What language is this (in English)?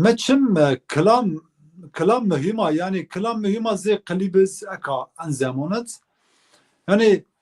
Zaza